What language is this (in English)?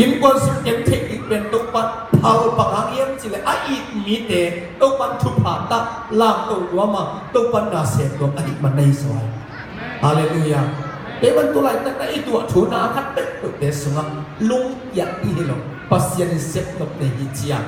Tedim Chin